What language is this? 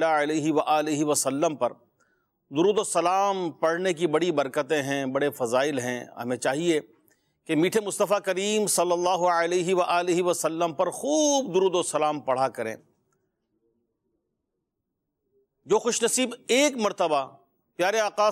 Urdu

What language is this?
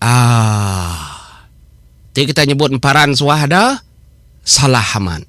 Iban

